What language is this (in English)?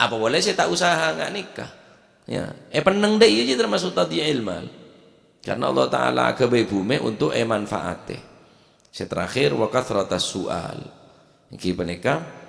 Madurese